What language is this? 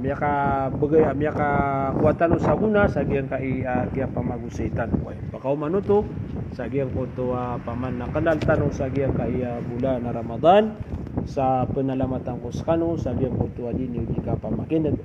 Maranao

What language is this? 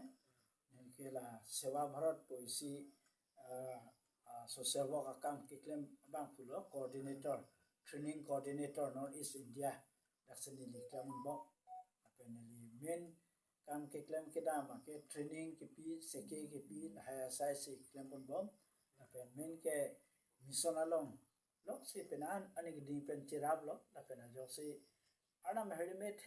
Karbi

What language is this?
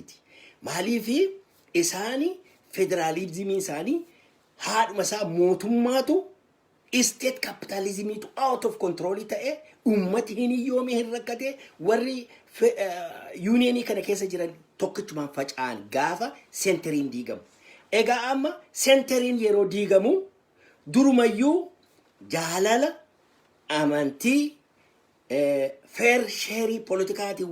Oromo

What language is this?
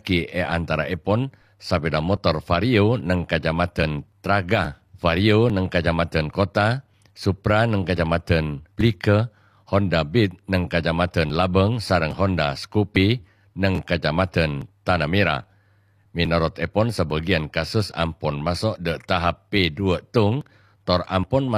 Madurese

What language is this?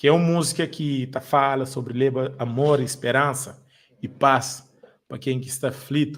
Kabuverdianu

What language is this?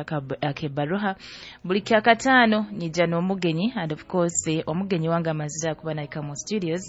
Nyoro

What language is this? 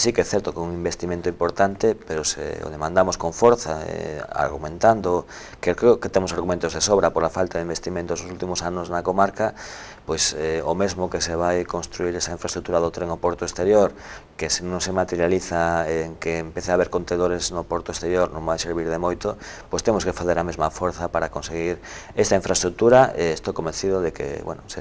Galician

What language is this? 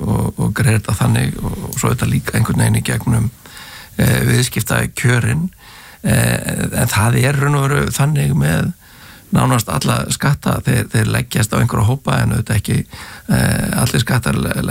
Icelandic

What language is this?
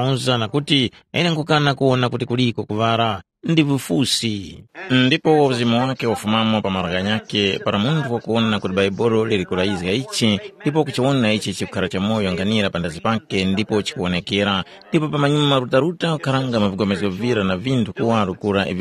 Tumbuka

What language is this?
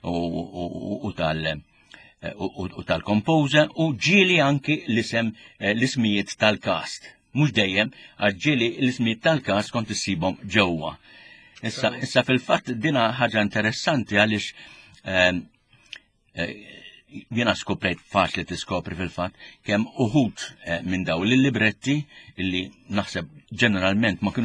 Maltese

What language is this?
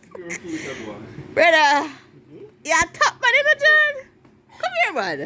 Jamaican Creole English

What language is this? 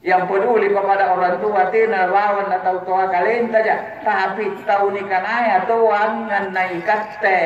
Makasar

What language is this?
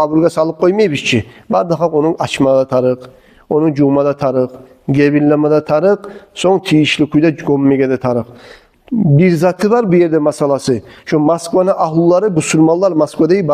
Kumyk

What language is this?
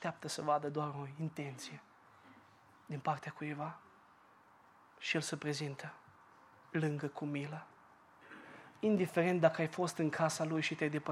Romanian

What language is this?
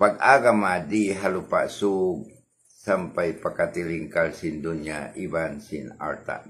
Tausug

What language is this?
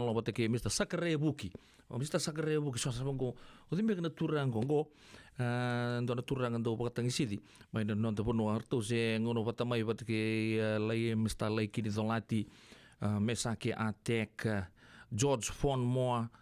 Fijian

